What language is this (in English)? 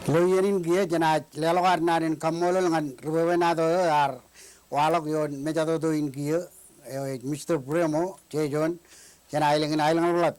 Marshallese